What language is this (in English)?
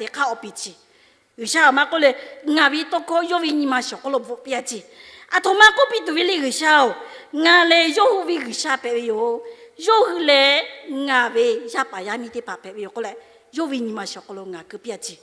Lahu